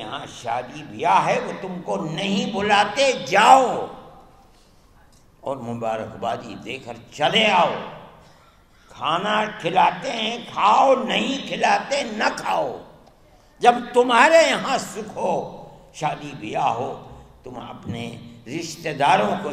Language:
Urdu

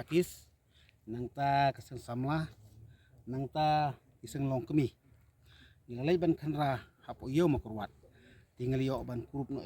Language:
Khasi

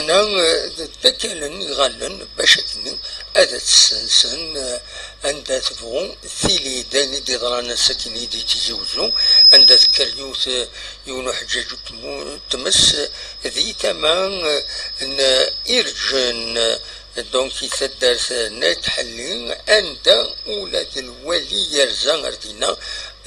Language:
Kabyle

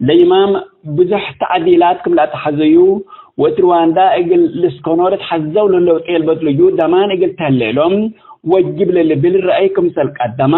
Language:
Tigre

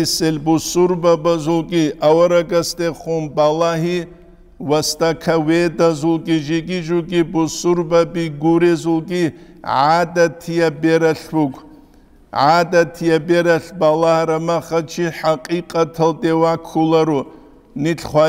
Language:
Avaric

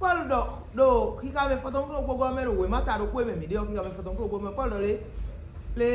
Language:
Fon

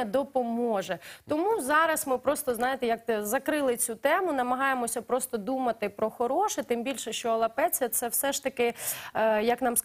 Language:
Ukrainian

